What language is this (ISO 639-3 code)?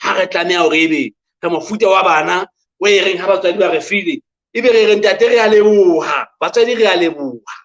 sot